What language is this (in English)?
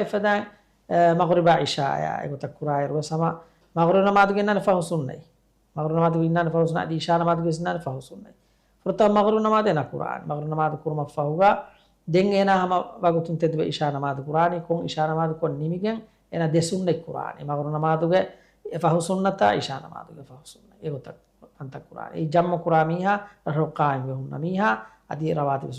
Divehi